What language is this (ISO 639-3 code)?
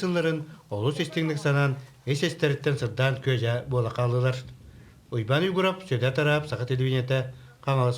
sah